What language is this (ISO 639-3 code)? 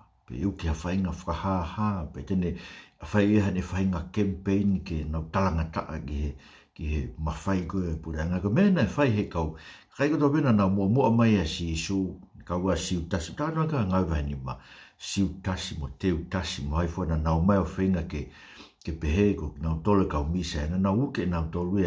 ton